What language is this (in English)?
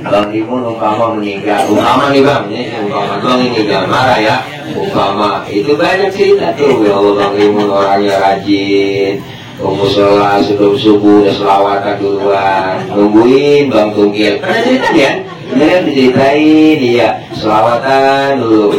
Betawi